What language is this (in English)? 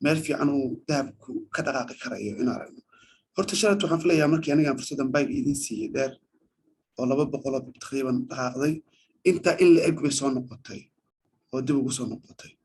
Somali